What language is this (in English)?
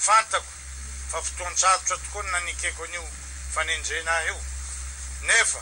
Malagasy